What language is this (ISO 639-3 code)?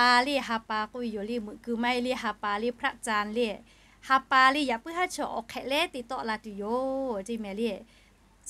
lhu